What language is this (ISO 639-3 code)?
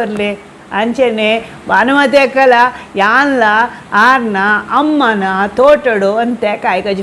tcy